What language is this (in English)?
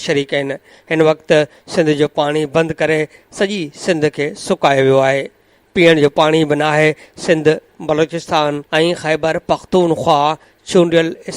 Sindhi